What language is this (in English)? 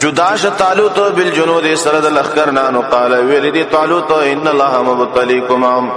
Pashto